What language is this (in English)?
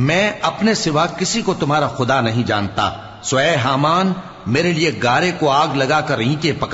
Urdu